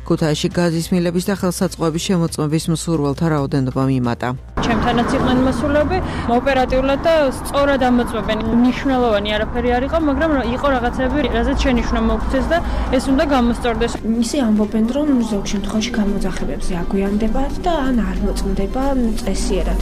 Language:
Georgian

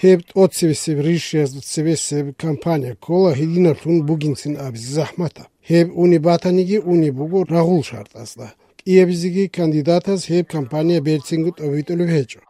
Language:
Avaric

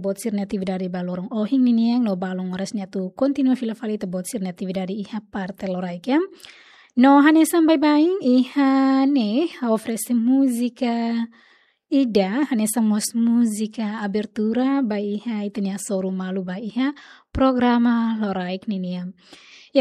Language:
Tetum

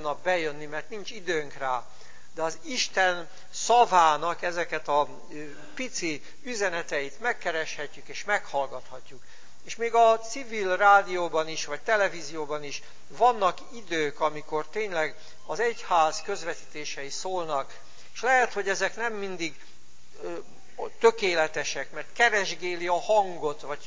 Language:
Hungarian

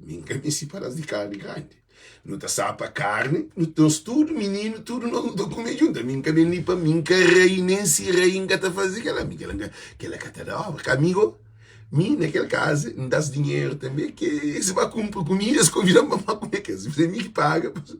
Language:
Kabuverdianu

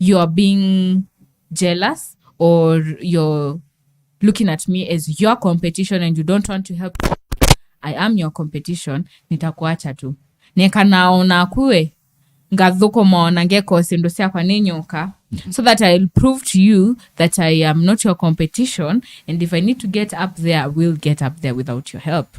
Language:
Kamba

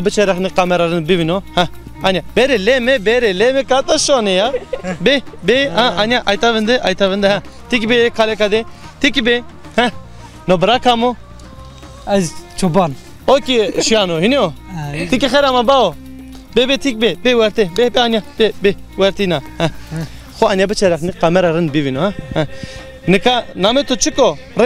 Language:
Zaza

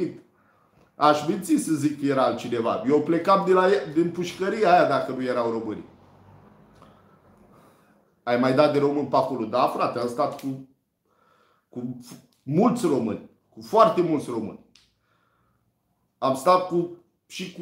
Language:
Romanian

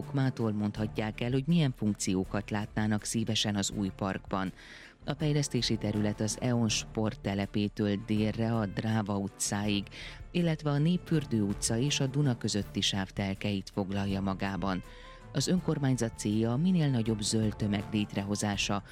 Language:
Hungarian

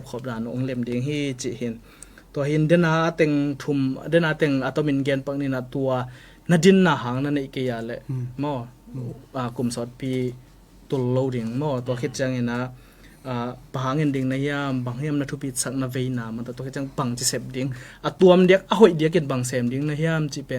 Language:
Tedim Chin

